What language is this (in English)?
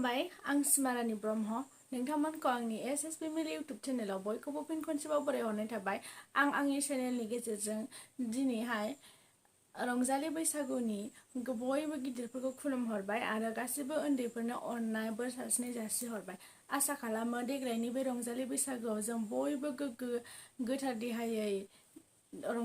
Bodo